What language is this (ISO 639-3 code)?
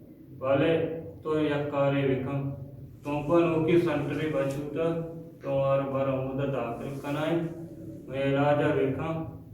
bgp